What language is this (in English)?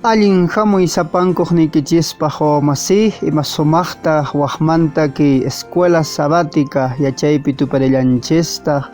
Quechua